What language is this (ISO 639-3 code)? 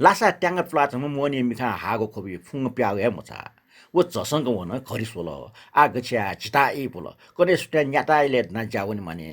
new